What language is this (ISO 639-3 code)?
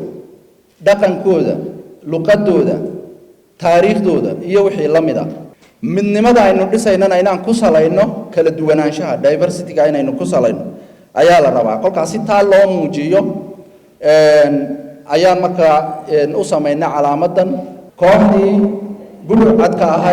som